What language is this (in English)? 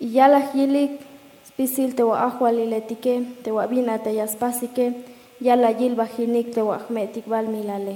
Tzeltal